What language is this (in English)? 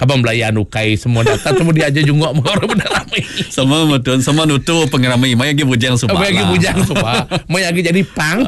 Iban